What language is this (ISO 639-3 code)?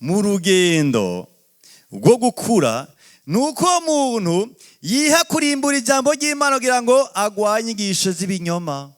run